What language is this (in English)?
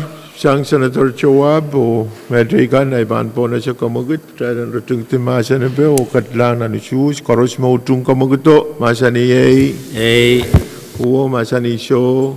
Pohnpeian